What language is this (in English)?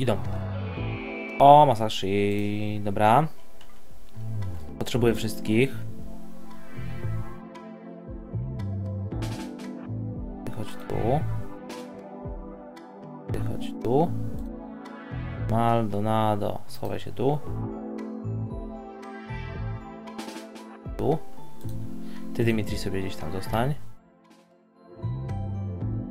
Polish